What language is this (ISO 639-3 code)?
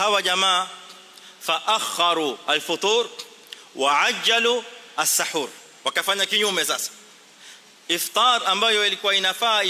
swa